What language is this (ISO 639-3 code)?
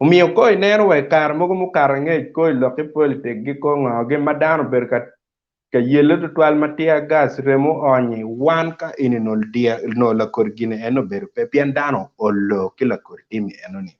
ach